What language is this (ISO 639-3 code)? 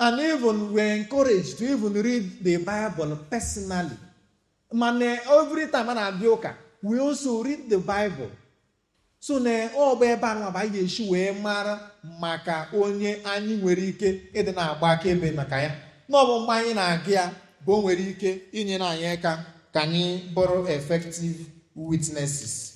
ibo